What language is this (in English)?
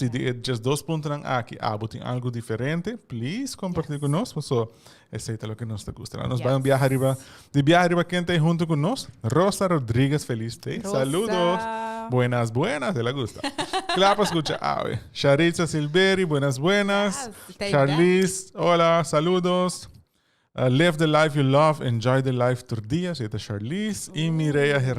Papiamento